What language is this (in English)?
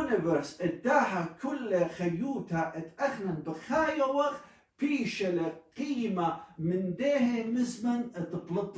Assyrian Neo-Aramaic